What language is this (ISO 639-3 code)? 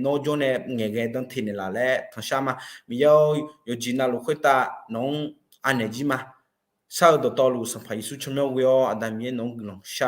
ahk